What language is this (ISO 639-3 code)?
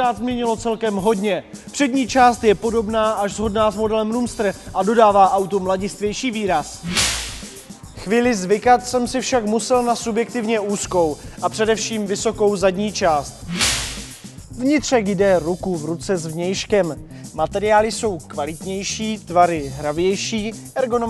ces